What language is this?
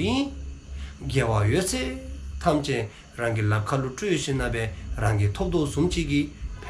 Dzongkha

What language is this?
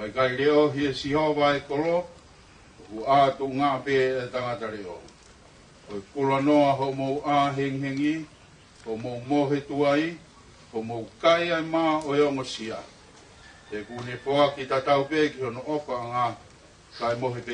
Tongan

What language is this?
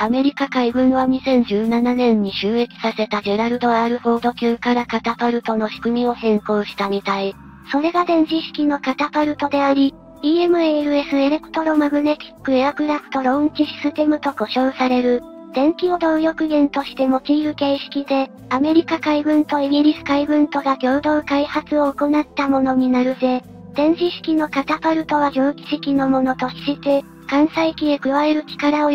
Japanese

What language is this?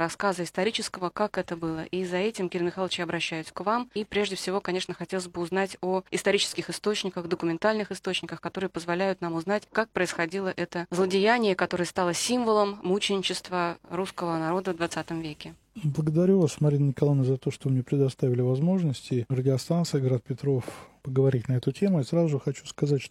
Russian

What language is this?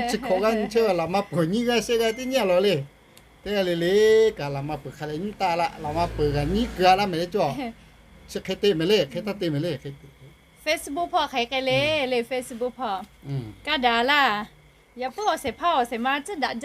Lahu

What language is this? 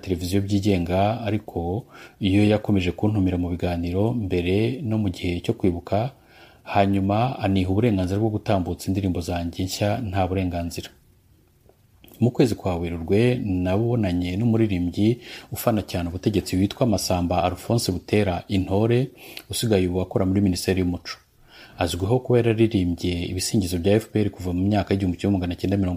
Kinyarwanda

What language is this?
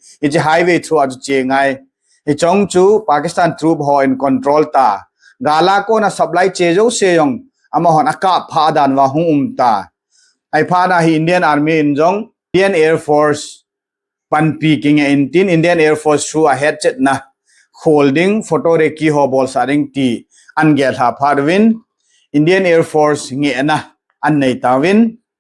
Thado Chin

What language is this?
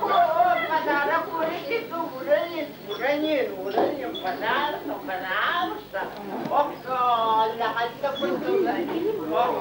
Yakut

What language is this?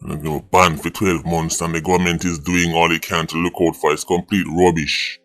Jamaican Creole English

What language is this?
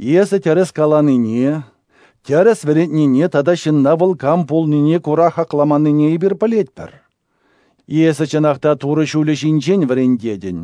Chuvash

